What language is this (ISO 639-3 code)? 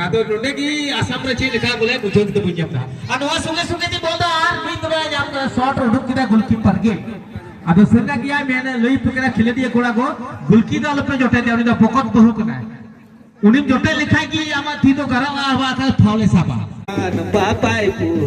sat